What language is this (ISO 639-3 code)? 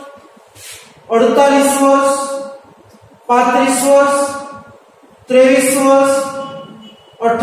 guj